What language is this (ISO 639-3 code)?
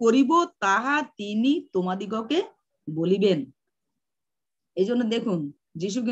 ben